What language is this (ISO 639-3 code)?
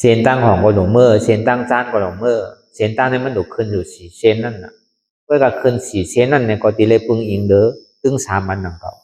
shn